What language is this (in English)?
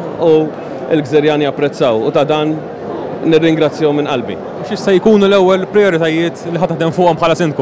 Maltese